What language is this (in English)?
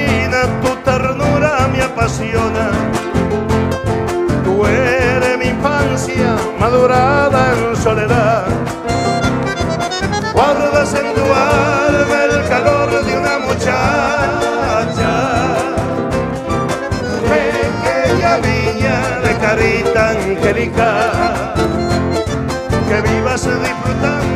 Spanish